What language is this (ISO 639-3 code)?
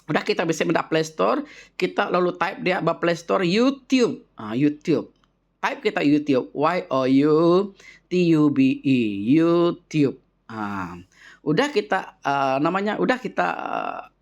iba